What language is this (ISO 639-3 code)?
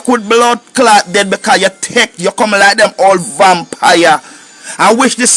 jam